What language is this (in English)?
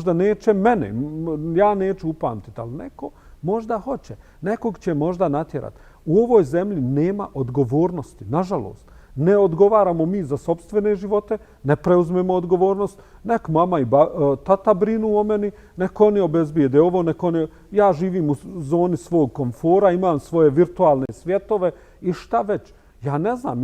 Bosnian